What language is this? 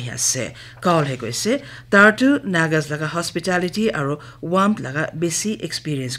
Naga Pidgin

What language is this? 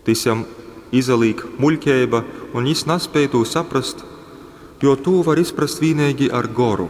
Latgalian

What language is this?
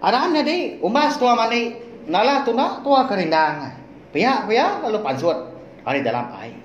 Iban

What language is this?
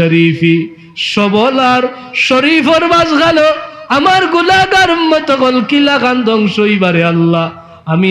Sylheti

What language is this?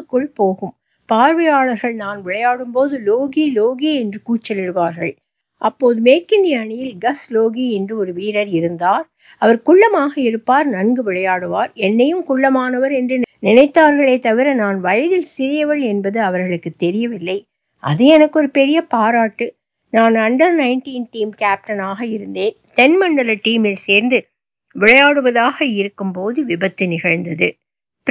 Tamil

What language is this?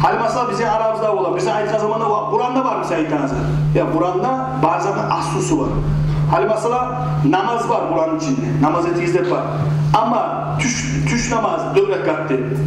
Kumyk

